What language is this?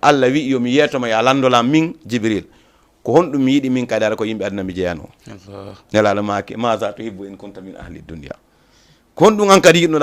Fula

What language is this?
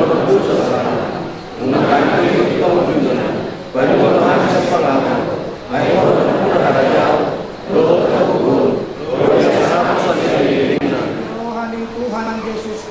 Batak Toba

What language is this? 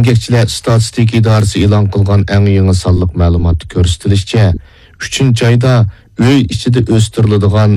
Uyghur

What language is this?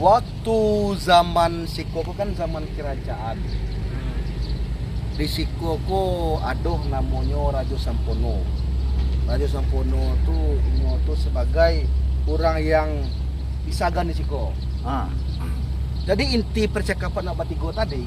Minangkabau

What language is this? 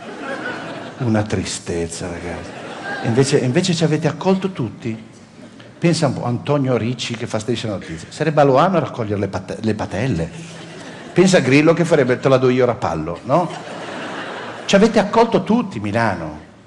Italian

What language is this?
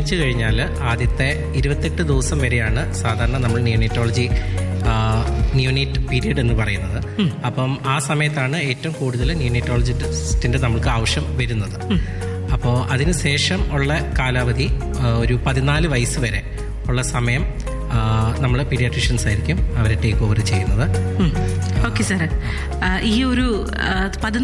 Malayalam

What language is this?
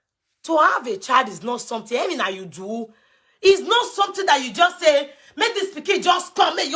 Nigerian Pidgin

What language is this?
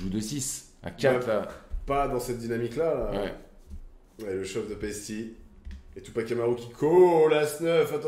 French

